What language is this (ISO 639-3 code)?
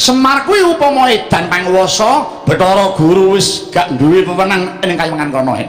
jav